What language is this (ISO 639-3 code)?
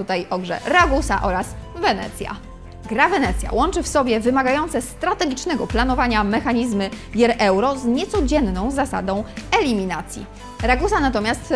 pol